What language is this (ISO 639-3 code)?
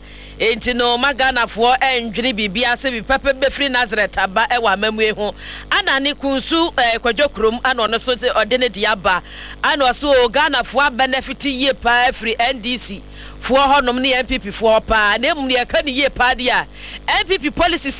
aka